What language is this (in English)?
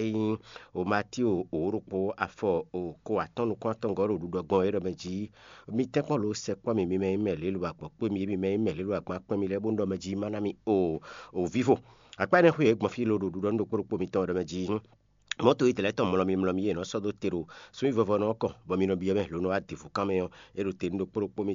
Fon